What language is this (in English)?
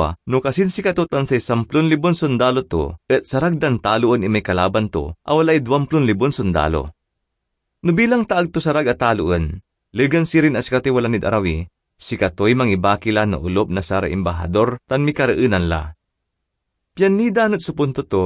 Pangasinan